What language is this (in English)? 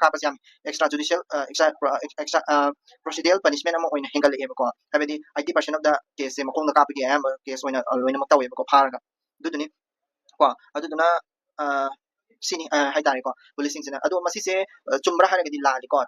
Manipuri